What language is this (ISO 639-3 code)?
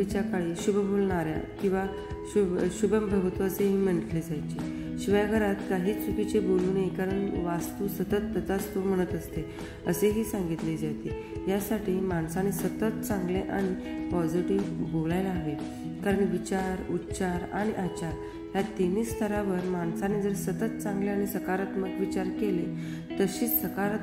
mar